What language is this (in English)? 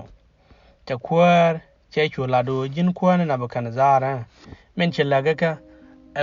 Nuer